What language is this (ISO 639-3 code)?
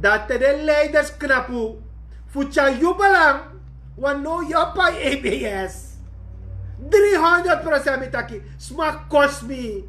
srn